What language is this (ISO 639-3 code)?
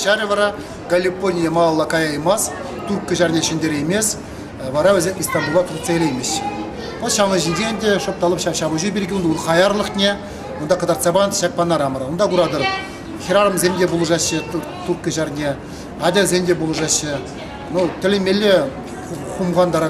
chv